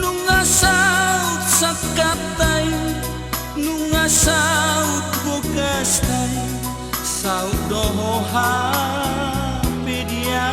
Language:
Batak Toba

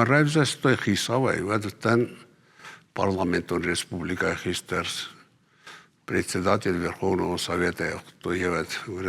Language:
Ossetic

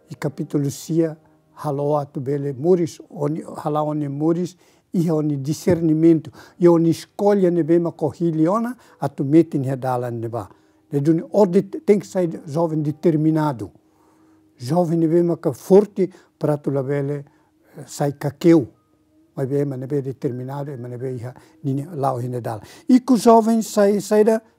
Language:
Tetum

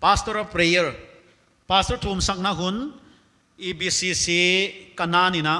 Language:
Paite Chin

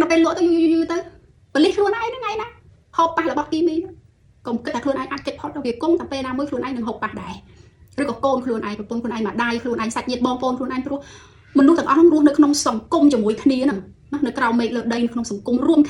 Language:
Khmer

